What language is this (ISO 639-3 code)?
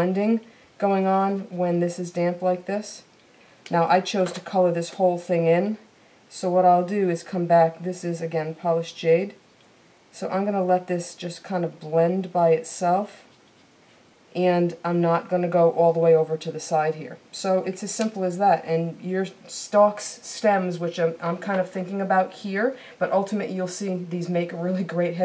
eng